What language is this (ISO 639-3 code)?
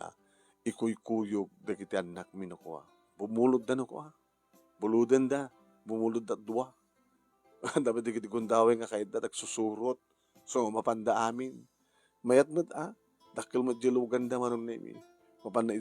ilo